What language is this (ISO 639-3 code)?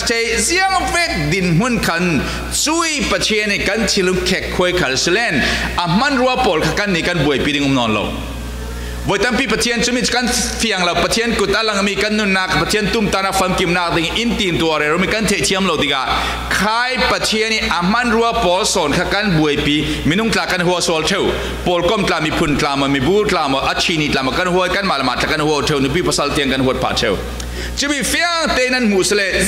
cfm